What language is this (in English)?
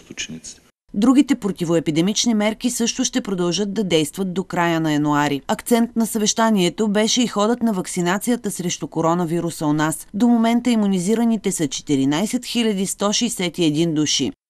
Bulgarian